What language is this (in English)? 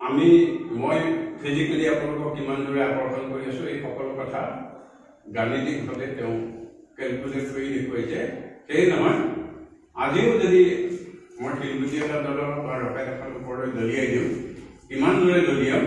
Assamese